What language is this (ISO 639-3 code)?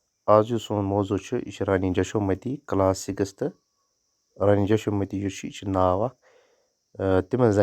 kas